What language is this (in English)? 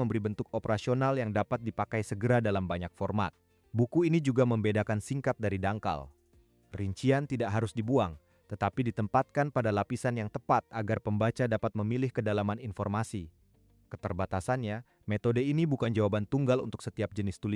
Indonesian